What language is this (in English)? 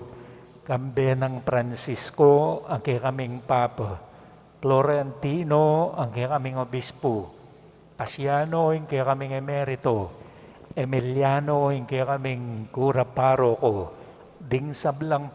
Pampanga